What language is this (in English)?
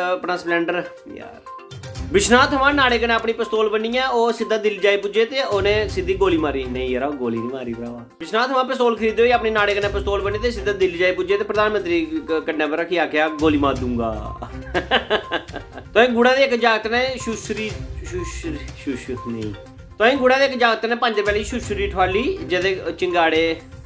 Dogri